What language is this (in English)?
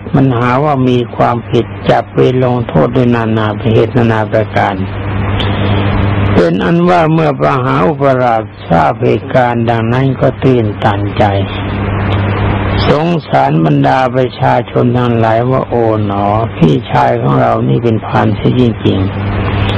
Thai